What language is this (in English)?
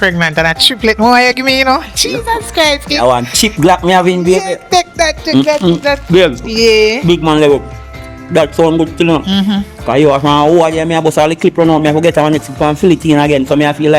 Jamaican Creole English